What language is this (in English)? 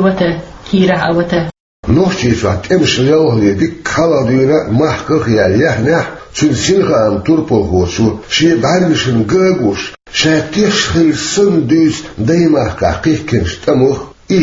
Chechen